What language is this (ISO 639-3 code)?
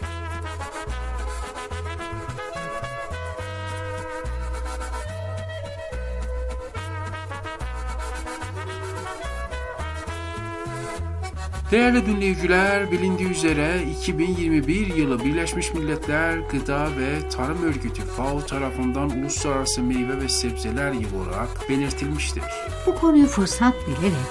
tur